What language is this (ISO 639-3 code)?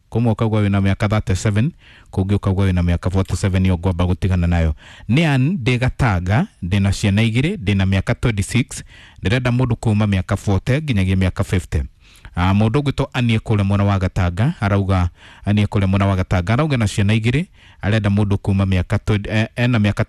kik